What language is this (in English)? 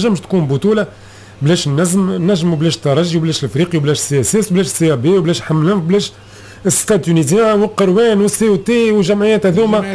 Tunisian Arabic